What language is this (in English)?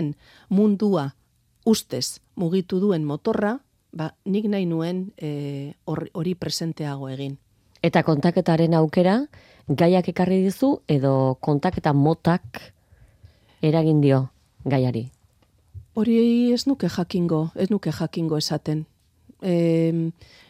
Basque